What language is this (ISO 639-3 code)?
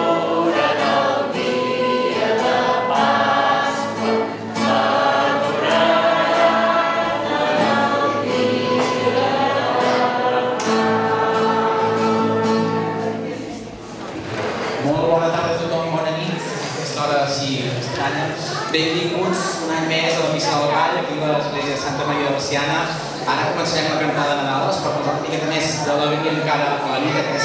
cat